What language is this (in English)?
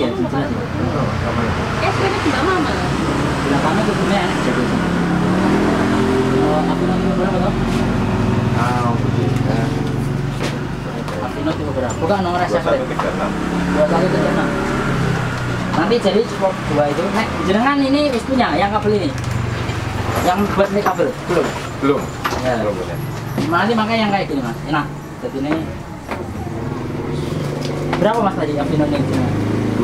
Indonesian